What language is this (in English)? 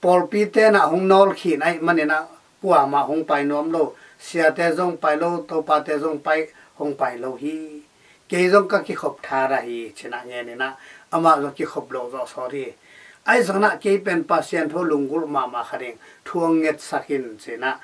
Tedim Chin